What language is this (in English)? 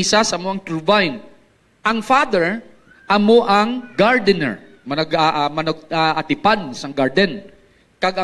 Hiligaynon